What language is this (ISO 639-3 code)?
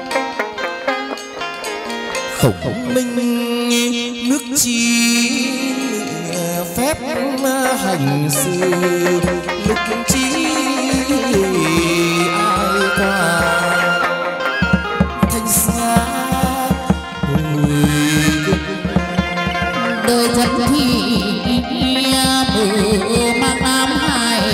vie